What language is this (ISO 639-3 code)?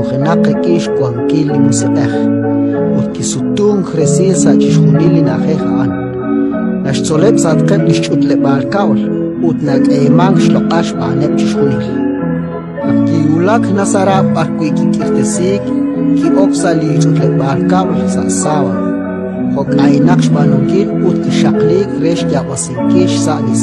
kek